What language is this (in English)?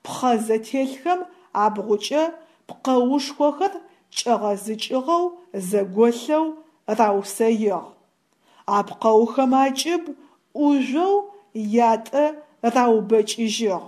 Adyghe